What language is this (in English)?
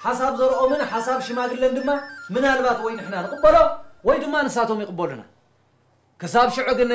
Tigrinya